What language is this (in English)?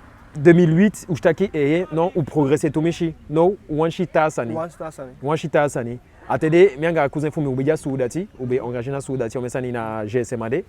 Eastern Maroon Creole